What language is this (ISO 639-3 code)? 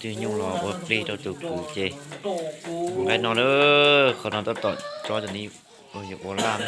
hmn